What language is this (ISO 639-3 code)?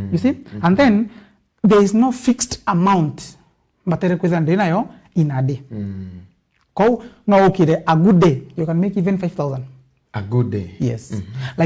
mer